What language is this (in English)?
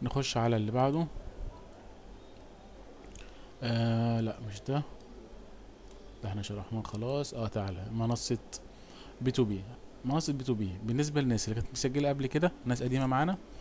Egyptian Arabic